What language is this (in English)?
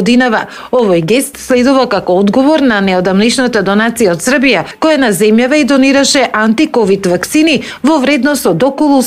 Macedonian